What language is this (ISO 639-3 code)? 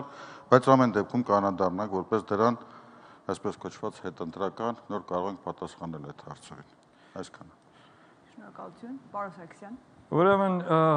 hye